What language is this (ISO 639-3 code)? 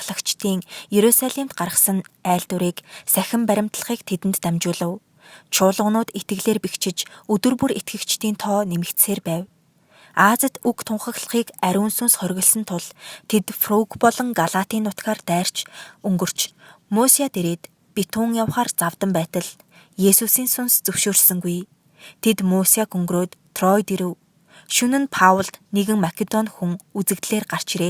mon